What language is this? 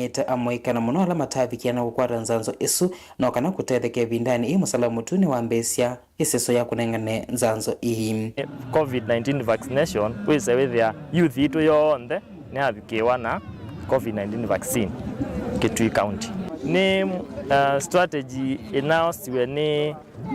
Kamba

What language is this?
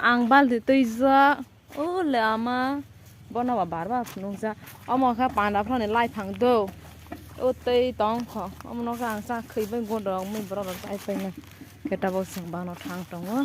Kok Borok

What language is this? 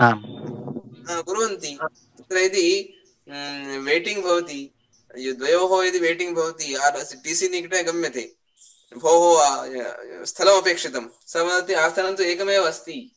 Sanskrit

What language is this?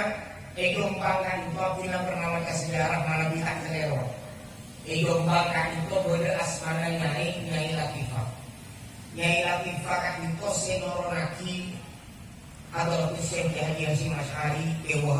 Madurese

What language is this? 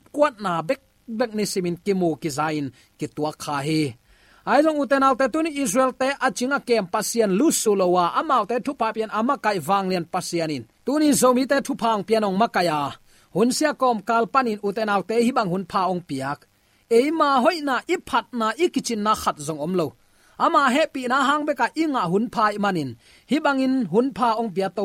Tedim Chin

